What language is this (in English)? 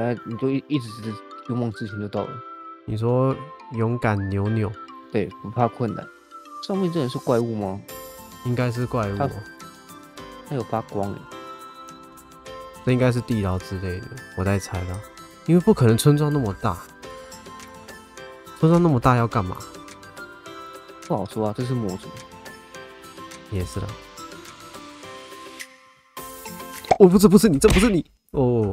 Chinese